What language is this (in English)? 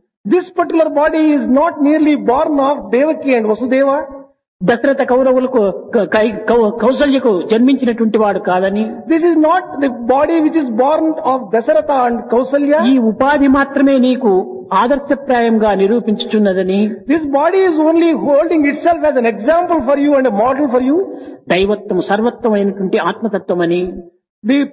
Telugu